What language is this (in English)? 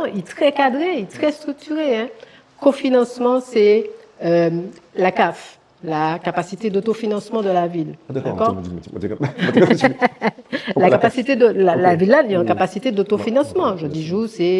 Guadeloupean Creole French